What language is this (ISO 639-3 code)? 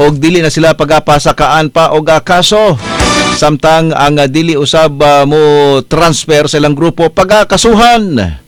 ceb